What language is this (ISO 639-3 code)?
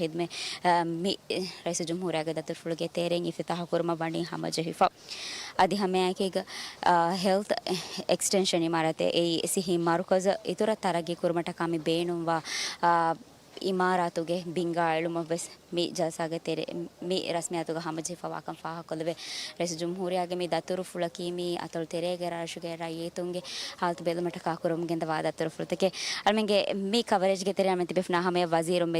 div